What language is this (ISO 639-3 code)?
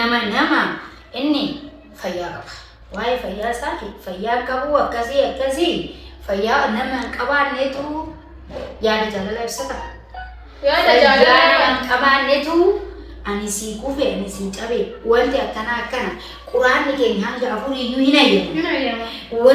orm